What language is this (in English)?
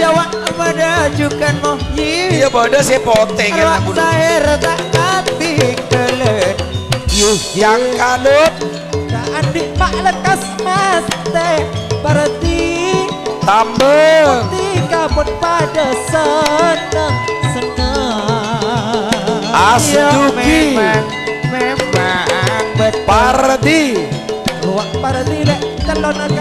Madurese